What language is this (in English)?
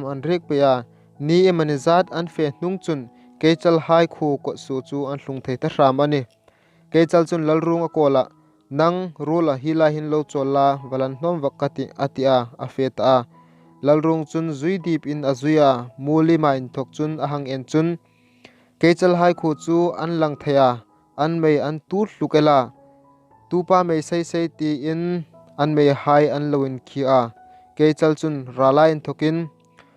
Hmar